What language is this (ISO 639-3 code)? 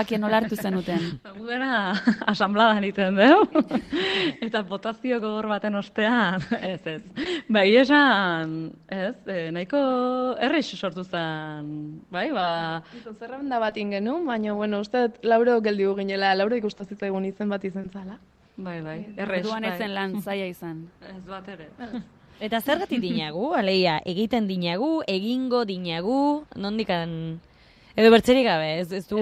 eus